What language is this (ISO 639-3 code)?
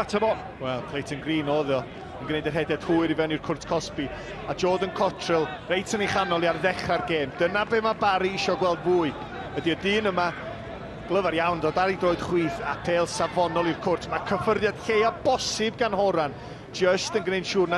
cym